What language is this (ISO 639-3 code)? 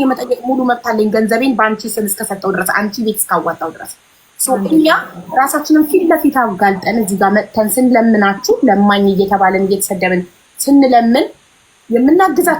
amh